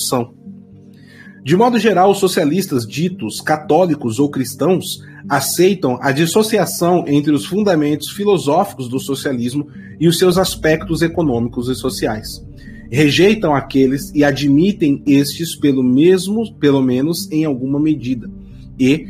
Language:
Portuguese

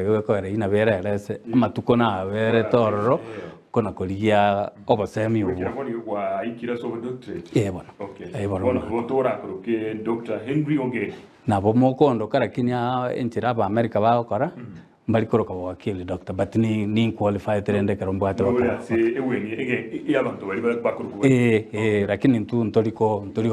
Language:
Gusii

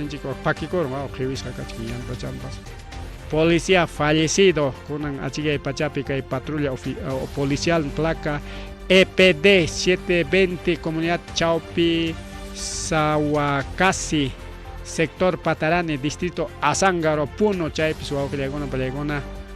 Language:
Ayacucho Quechua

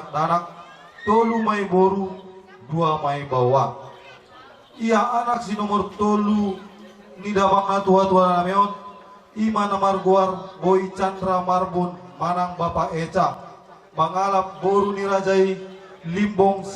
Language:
Batak Toba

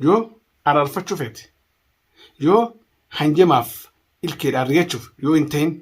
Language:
Oromo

